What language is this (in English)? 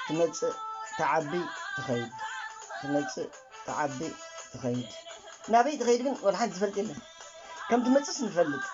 Tigrinya